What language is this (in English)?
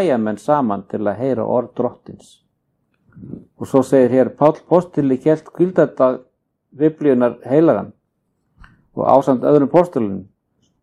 Icelandic